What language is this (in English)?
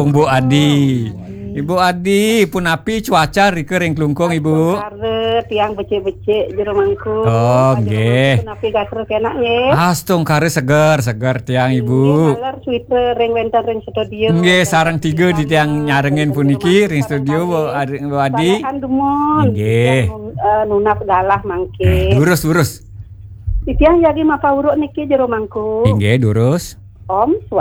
Balinese